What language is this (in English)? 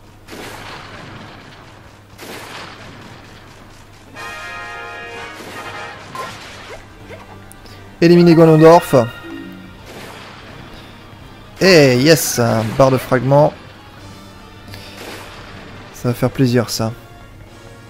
French